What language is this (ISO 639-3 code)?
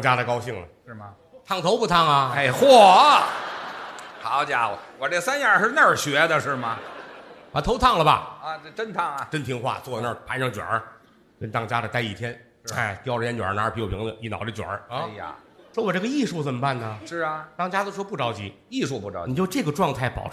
zho